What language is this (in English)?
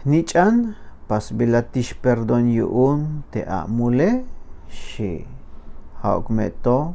Tzeltal